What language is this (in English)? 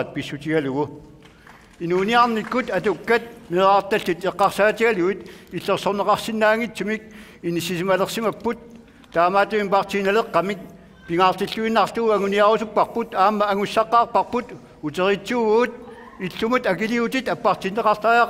Kalaallisut